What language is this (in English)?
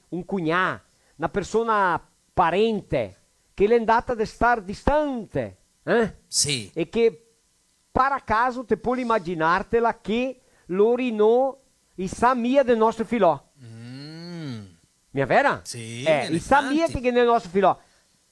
Venetian